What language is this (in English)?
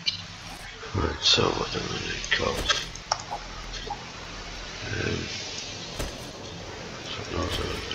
English